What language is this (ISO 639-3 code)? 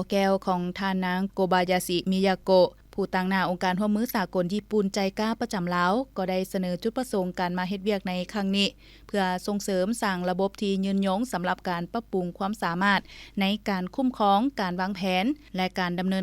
lao